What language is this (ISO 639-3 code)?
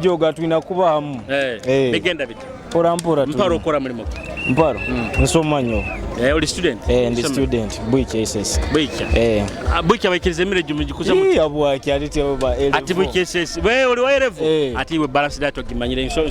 nyo